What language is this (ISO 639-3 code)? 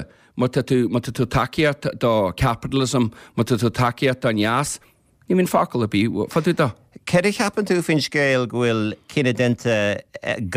gle